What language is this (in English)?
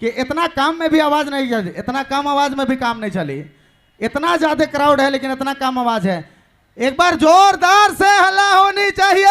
Sadri